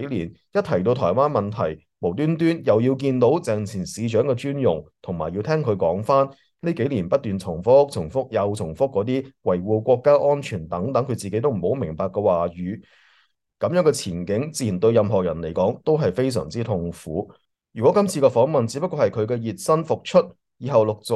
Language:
Cantonese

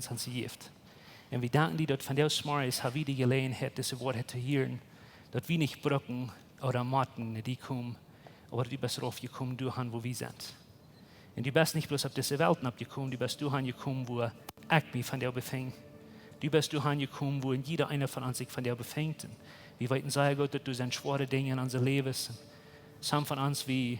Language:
Plautdietsch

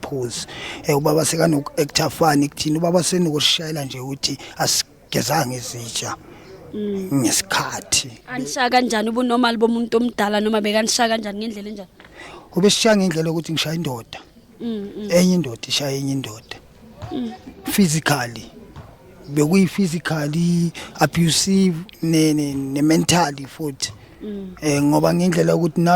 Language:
Zulu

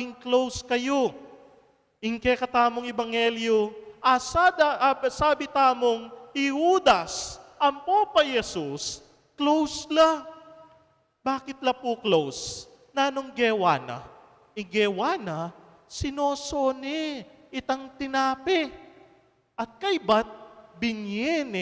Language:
Pampanga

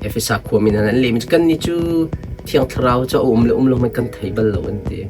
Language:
Hakha Chin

